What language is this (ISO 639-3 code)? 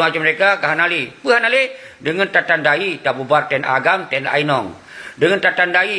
ace